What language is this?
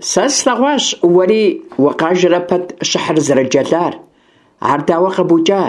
Kabardian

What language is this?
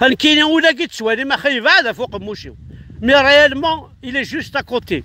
Kabyle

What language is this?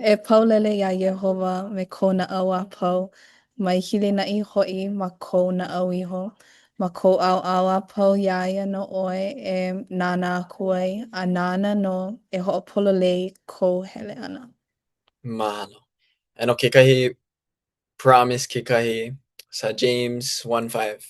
Hawaiian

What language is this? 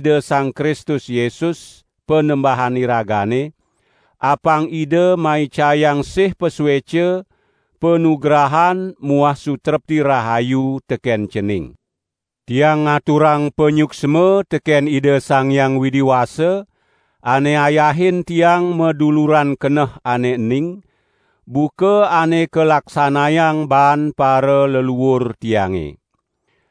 Balinese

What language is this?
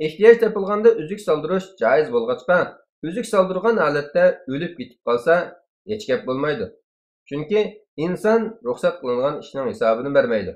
Uyghur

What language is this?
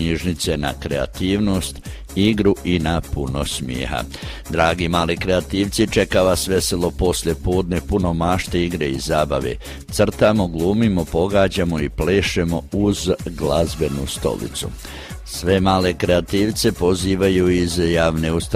Croatian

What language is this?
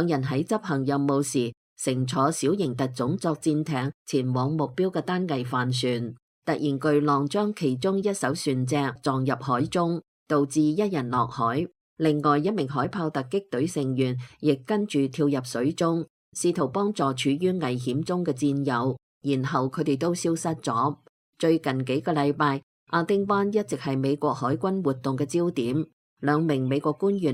Cantonese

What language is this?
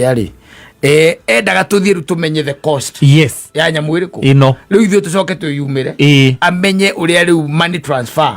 Kikuyu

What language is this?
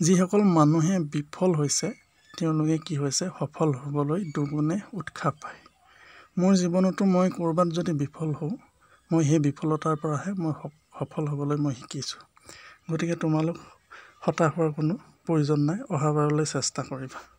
Assamese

